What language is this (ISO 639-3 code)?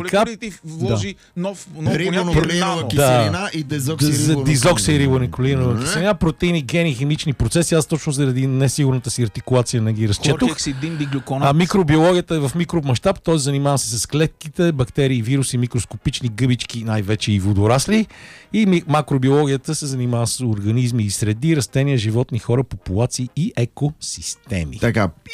bul